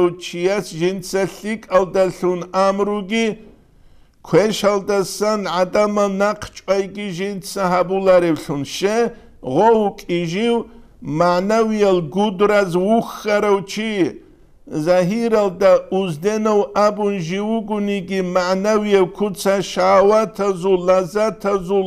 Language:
Avaric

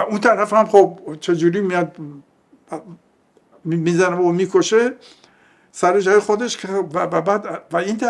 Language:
Persian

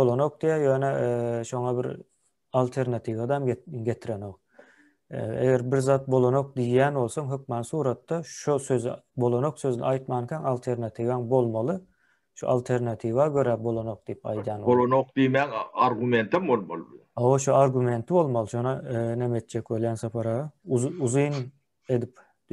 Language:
Turkmen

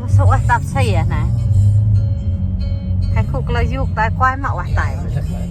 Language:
Central Mnong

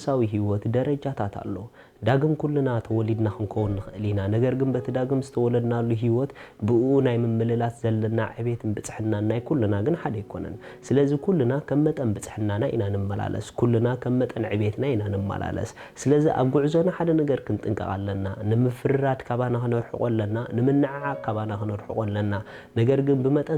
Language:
Tigrinya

